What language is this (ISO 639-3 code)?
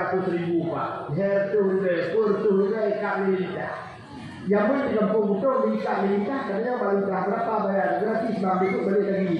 ace